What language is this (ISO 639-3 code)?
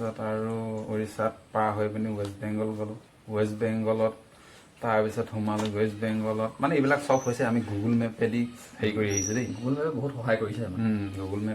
asm